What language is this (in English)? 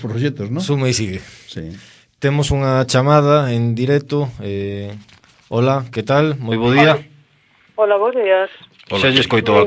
Galician